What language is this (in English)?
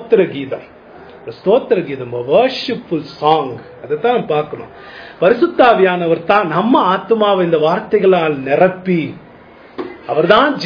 Tamil